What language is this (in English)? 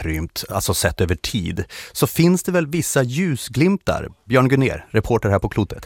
Swedish